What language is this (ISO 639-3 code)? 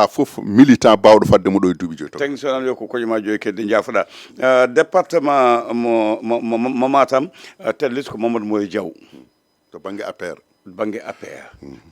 ful